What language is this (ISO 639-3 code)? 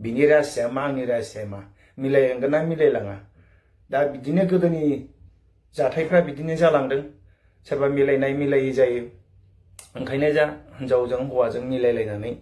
brx